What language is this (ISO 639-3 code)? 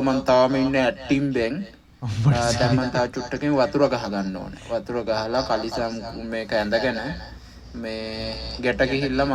sin